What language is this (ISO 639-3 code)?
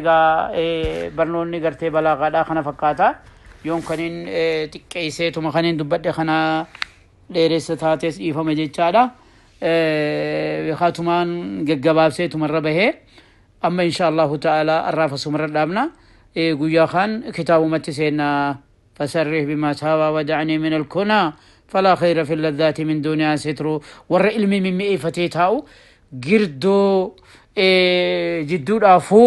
orm